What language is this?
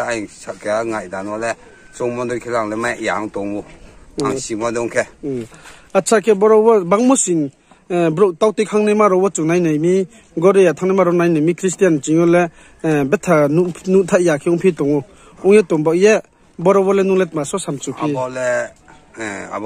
Riang (India)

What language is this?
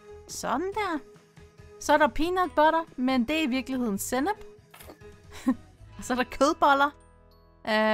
Danish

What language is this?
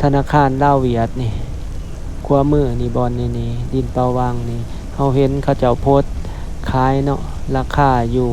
Lao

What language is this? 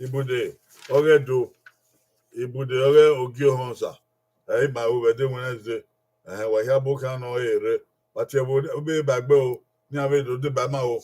Bini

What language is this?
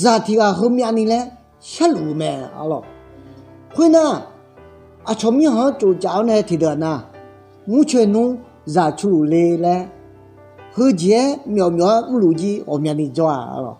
Akha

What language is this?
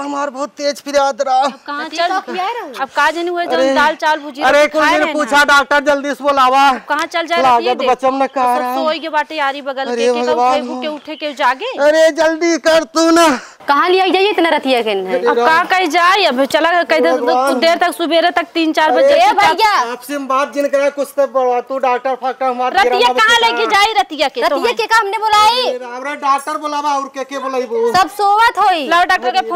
Awadhi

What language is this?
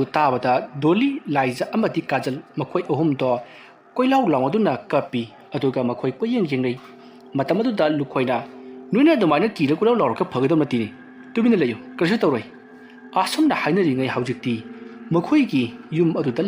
Manipuri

